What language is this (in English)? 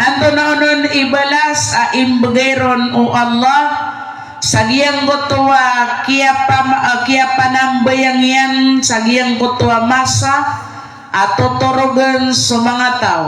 Maranao